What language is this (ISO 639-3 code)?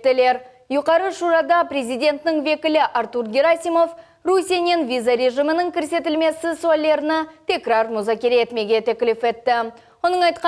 crh